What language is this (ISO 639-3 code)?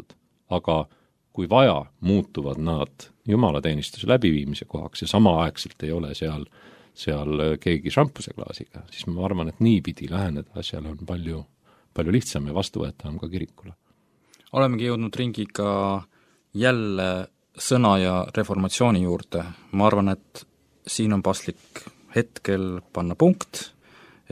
est